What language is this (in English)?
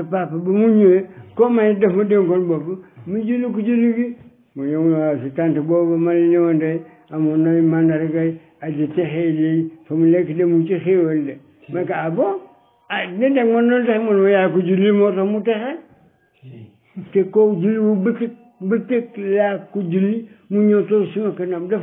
Wolof